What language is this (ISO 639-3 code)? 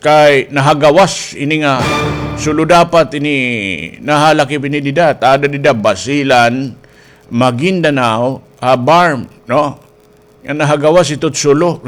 war